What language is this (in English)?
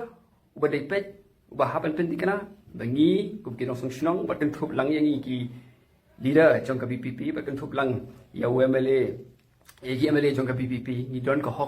Khasi